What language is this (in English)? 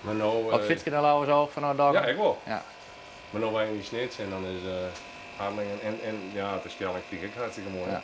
Western Frisian